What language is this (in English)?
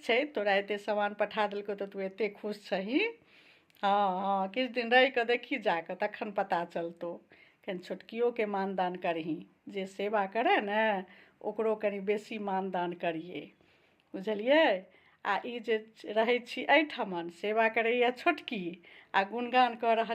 Maithili